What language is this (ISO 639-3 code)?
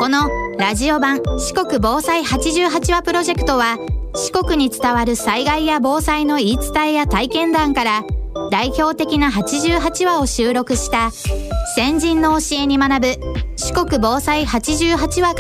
jpn